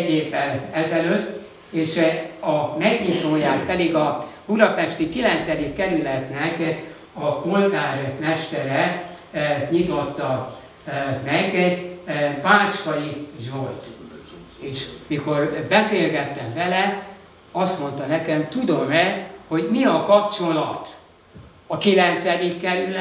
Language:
Hungarian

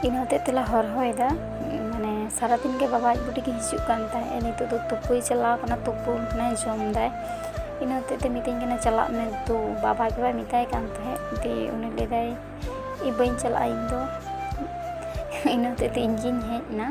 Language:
Santali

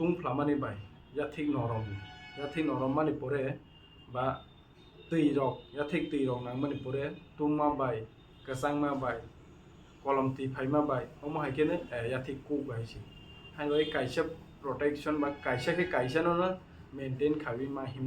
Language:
Kok Borok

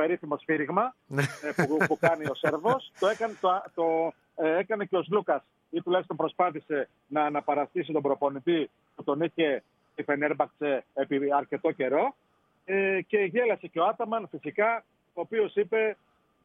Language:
Greek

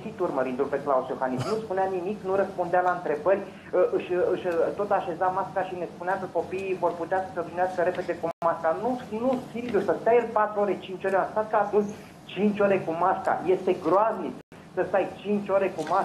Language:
Romanian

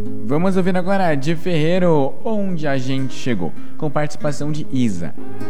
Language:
Portuguese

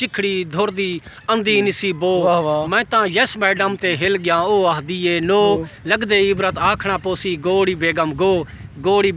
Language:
Saraiki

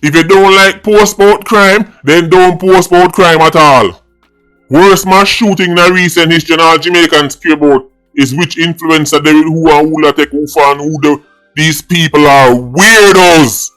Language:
Jamaican Creole English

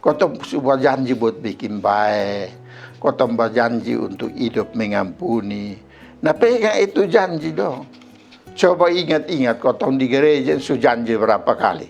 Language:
Kupang Malay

